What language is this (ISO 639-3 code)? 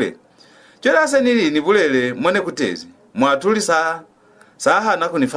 loz